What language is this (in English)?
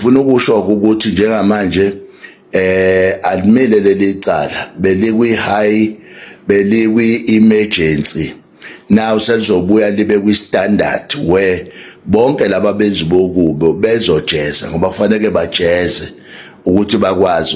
Zulu